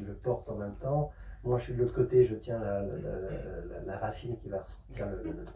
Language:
French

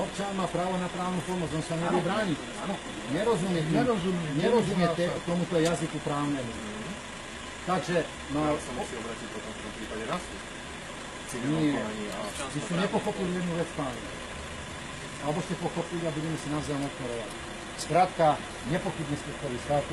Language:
Slovak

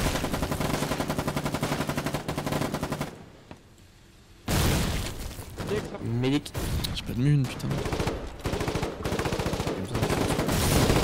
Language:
French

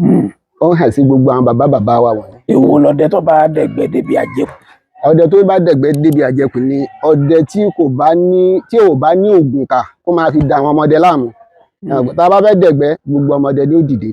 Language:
Yoruba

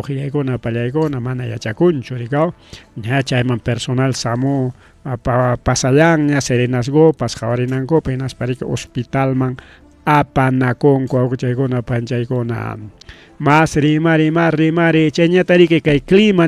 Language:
Ayacucho Quechua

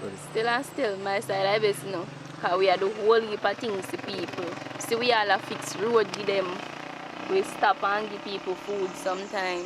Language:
Jamaican Creole English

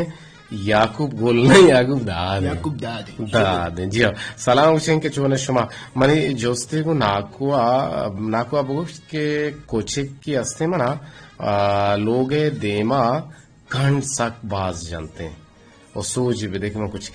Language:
Eastern Balochi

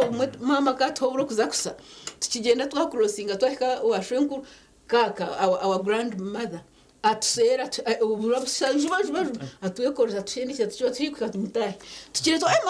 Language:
Nyankole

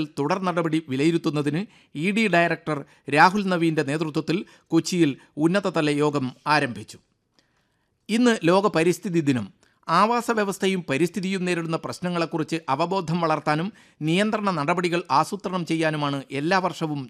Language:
Malayalam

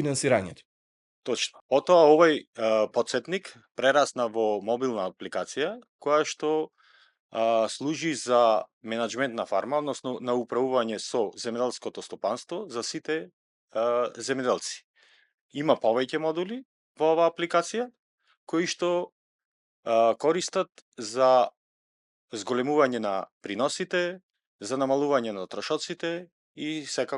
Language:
Macedonian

